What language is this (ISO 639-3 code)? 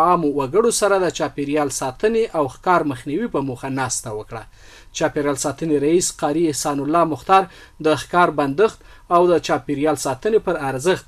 pus